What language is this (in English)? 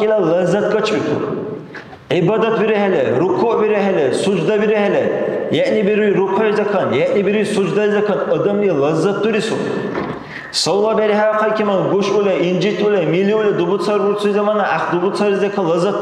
Dargwa